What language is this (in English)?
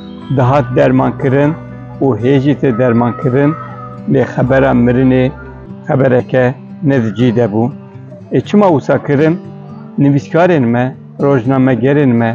Kurdish